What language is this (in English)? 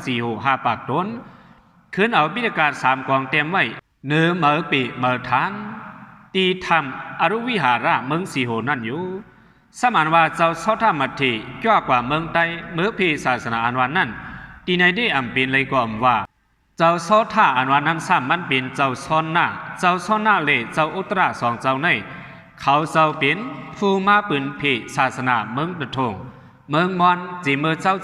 Shan